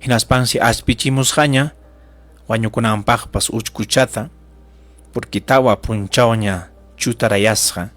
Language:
Ayacucho Quechua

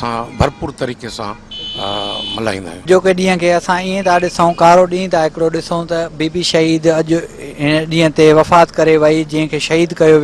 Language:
Sindhi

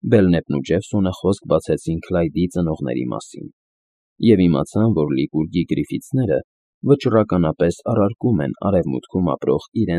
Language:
Armenian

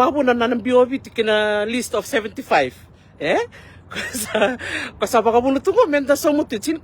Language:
Fijian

